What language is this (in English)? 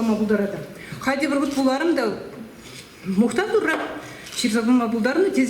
Chuvash